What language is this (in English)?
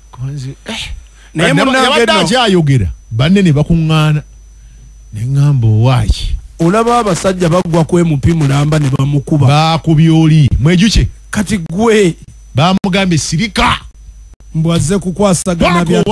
Ganda